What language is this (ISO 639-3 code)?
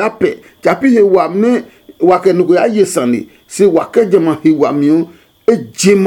ada